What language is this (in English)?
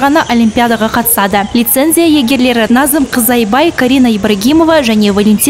Kazakh